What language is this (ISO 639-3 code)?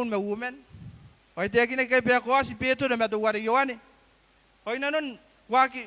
gil